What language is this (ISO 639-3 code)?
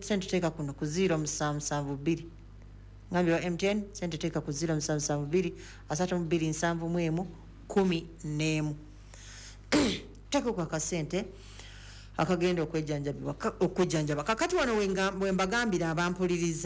lug